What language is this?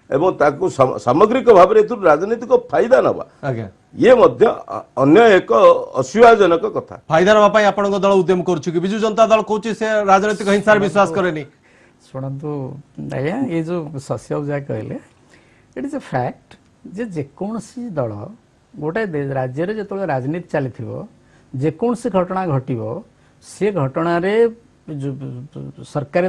Odia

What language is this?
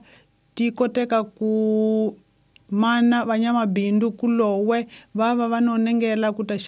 Tsonga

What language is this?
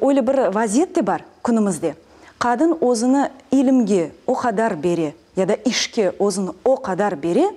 Crimean Tatar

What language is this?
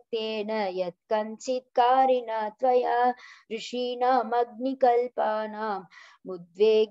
Sanskrit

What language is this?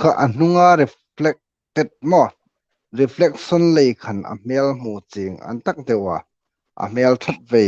Hmar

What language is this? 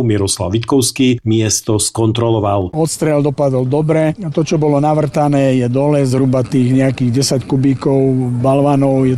Slovak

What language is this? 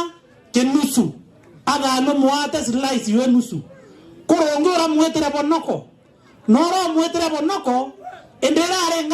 Meru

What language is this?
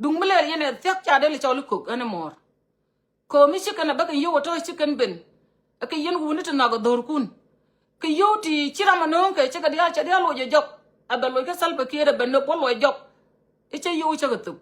Nuer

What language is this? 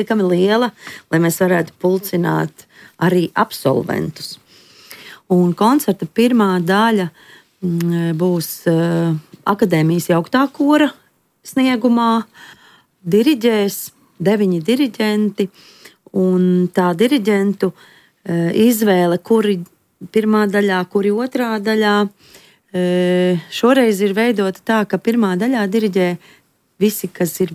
Latvian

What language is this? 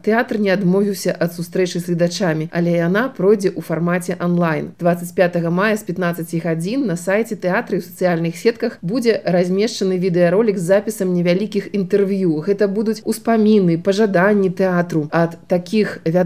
Belarusian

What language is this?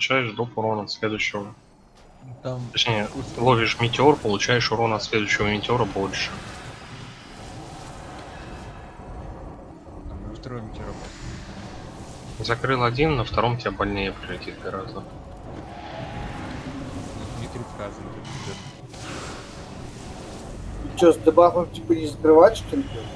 Russian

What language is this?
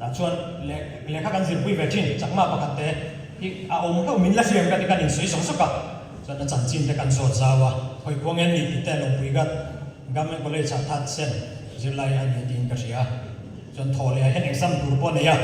Mizo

